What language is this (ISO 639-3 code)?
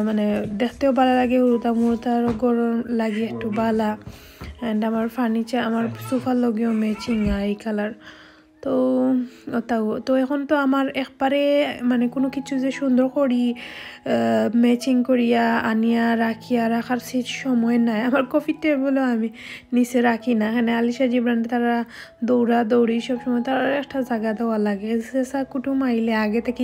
syl